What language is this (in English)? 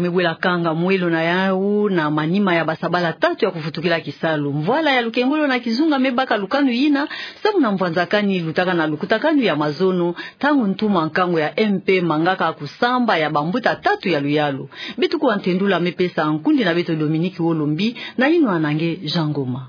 Kituba (Democratic Republic of Congo)